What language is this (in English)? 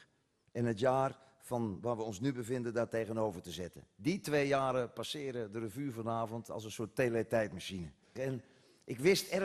Dutch